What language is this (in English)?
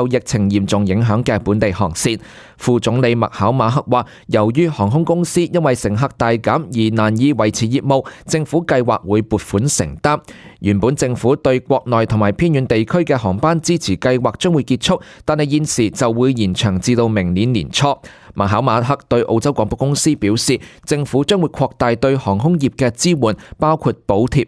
Cantonese